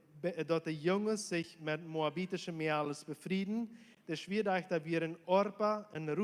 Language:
Plautdietsch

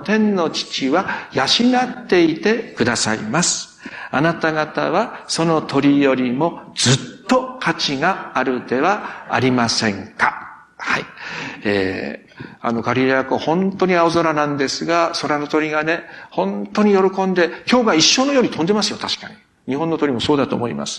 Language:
Japanese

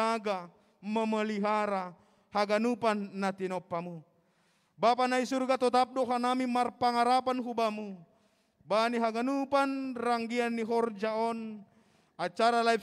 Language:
Batak Simalungun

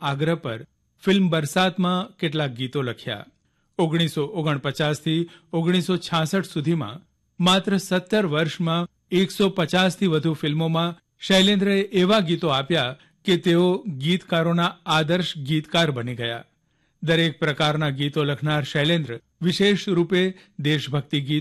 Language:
Gujarati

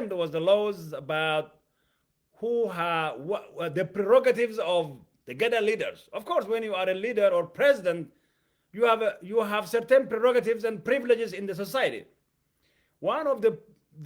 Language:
English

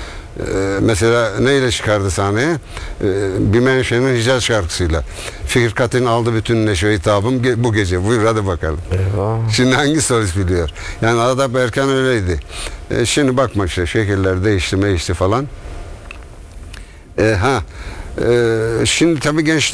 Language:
Turkish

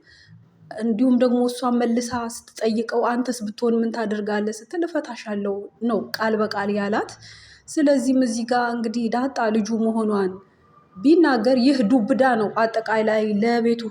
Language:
Amharic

